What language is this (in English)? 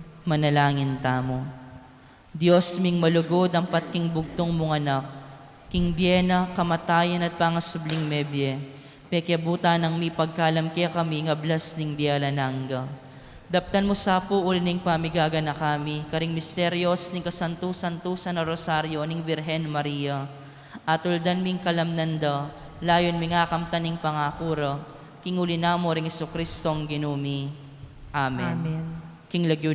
Pampanga